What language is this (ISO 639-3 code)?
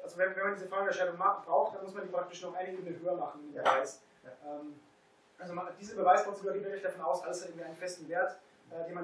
deu